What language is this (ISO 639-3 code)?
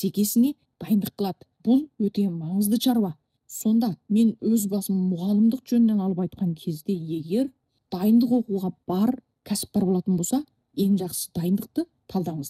kaz